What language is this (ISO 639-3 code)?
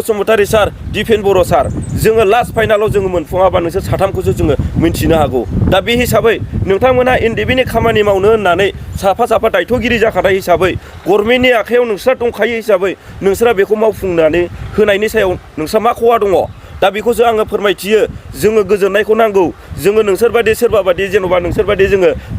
brx